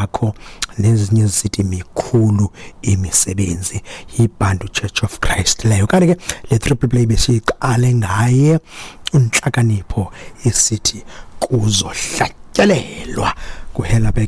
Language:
Xhosa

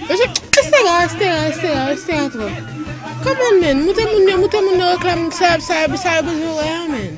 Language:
Haitian Creole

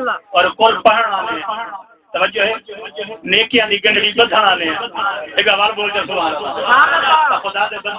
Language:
Saraiki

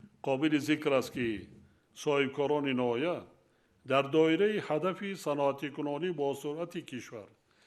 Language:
Tajik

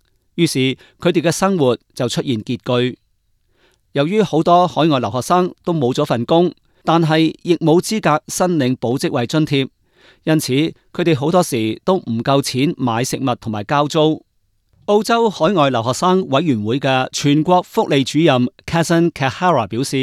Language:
Cantonese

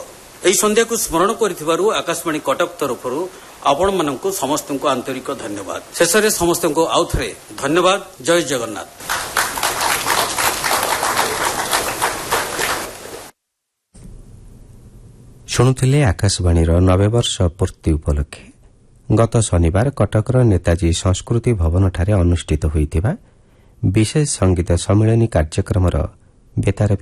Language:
Odia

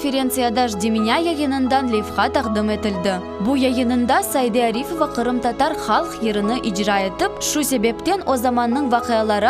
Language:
Crimean Tatar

